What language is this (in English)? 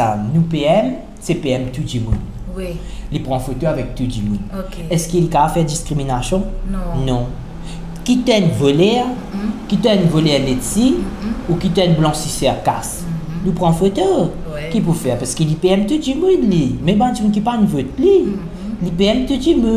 Morisyen